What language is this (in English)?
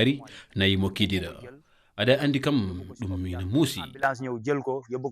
Fula